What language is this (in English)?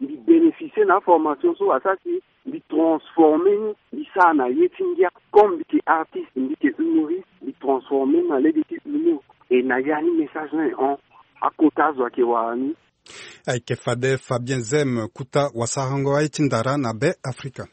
Sango